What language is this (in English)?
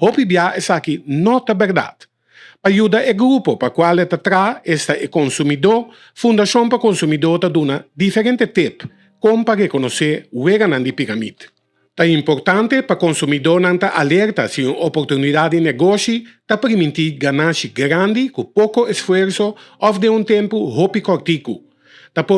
Papiamento